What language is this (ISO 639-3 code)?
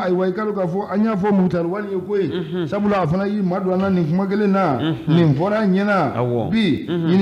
bam